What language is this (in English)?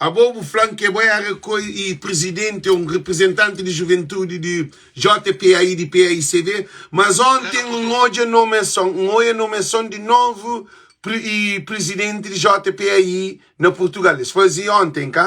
Kabuverdianu